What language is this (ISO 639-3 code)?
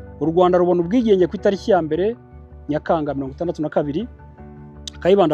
kin